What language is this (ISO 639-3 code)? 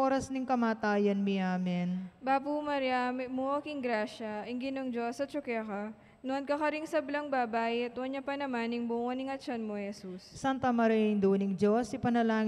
pam